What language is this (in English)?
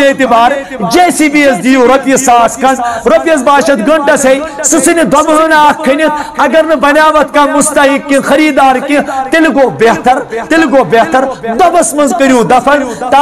Kashmiri